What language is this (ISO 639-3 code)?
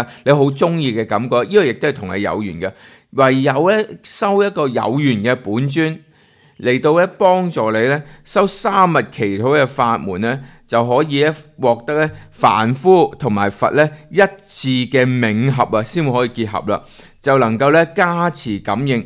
yue